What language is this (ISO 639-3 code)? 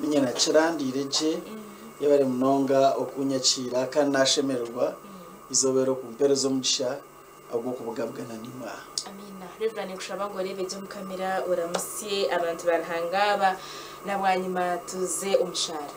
nyn